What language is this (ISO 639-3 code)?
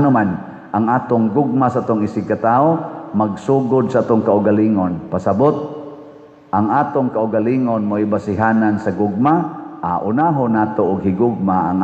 ceb